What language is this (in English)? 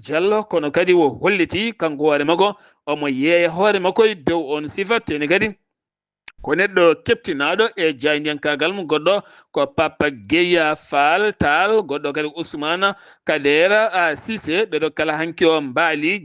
Fula